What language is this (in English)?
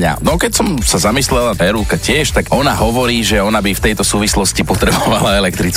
Slovak